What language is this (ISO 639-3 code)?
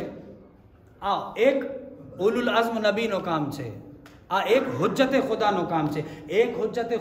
guj